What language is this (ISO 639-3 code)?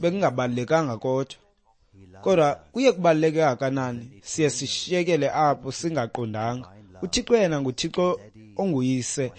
xho